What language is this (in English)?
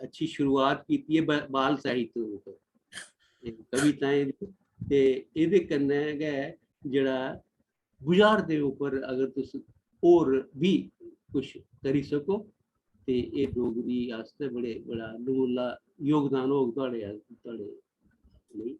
Dogri